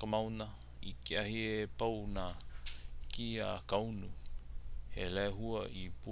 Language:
Hawaiian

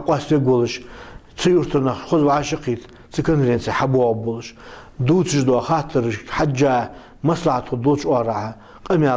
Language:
Ingush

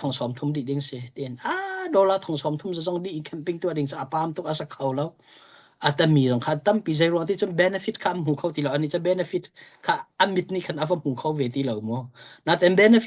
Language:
Hakha Chin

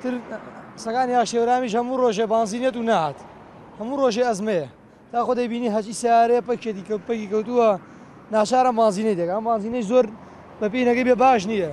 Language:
Central Kurdish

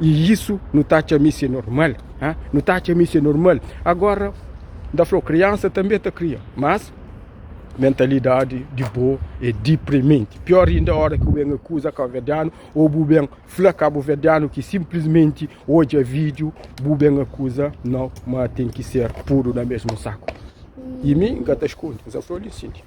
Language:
Kabuverdianu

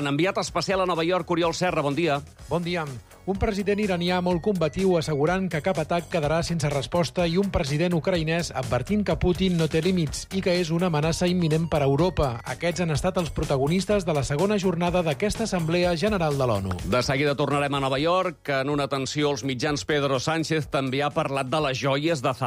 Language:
Catalan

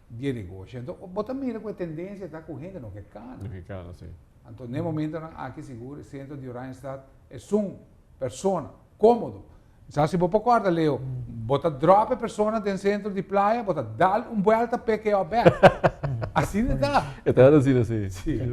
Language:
Papiamento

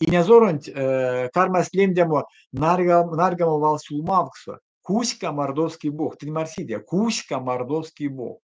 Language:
Erzya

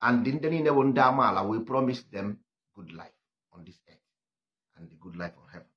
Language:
Igbo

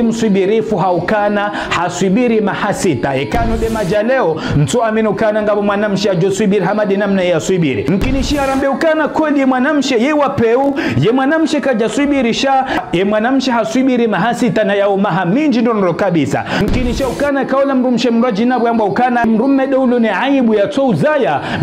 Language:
Ngazidja Comorian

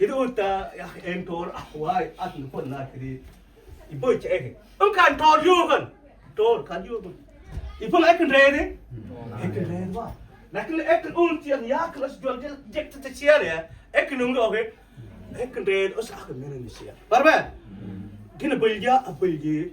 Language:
Mabaan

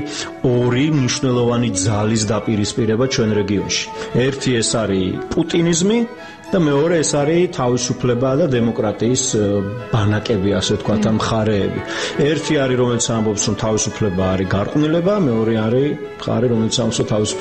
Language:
Georgian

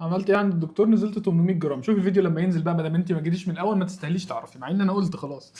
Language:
Egyptian Arabic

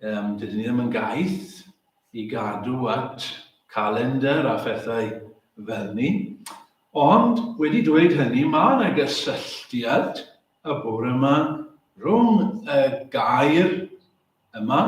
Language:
Welsh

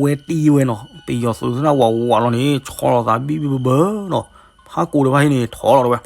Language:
S'gaw Karen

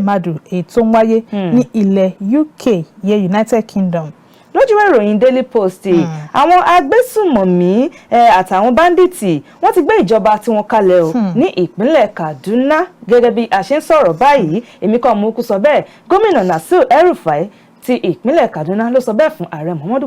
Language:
Yoruba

